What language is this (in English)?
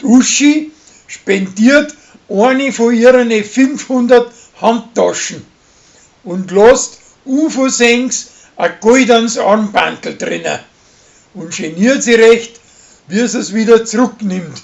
Bavarian